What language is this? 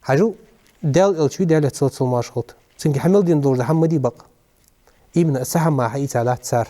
Ingush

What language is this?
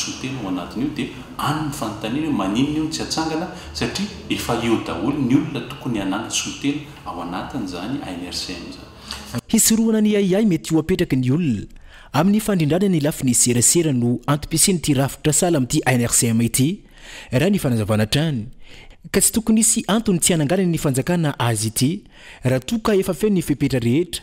Malagasy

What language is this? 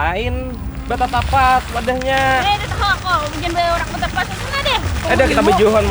Banjar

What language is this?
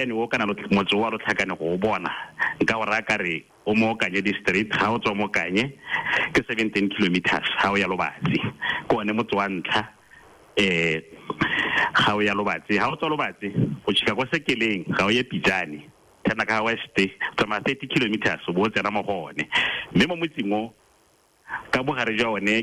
Tswana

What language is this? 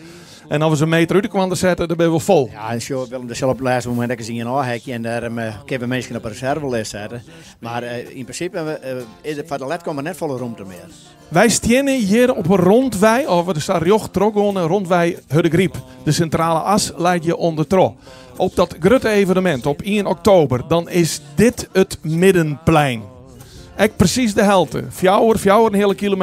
Western Frisian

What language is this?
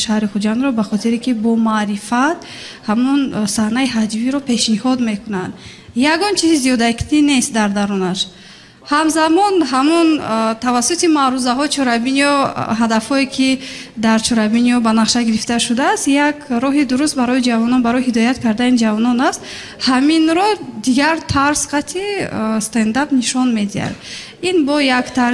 Tajik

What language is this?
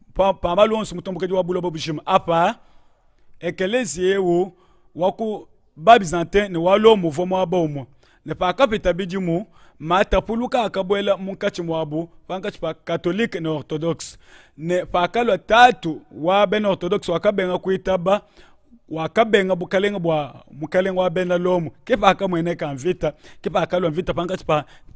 Luba-Lulua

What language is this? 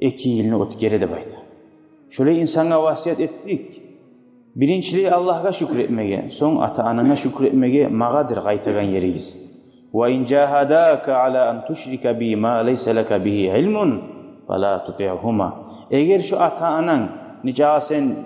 Kumyk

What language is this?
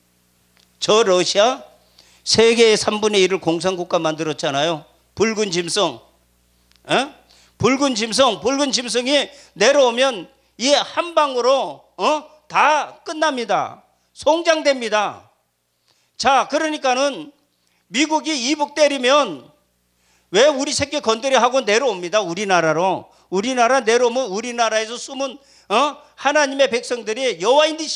Korean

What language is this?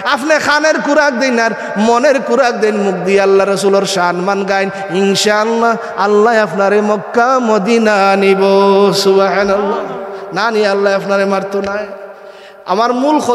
Sylheti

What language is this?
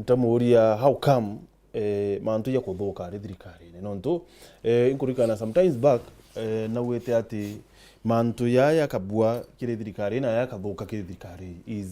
Meru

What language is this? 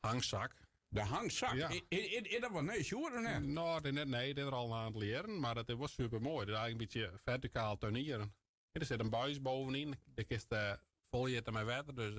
Western Frisian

